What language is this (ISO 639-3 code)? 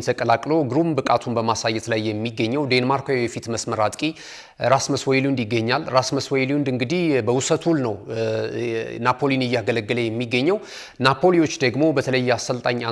amh